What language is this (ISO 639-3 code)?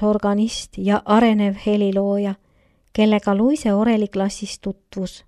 est